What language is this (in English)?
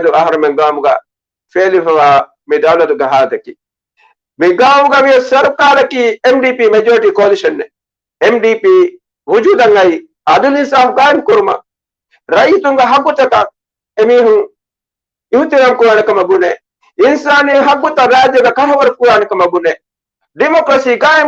Divehi